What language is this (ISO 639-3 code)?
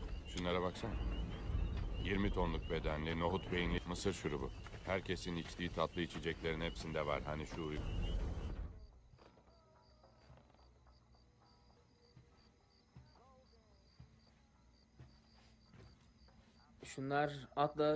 tur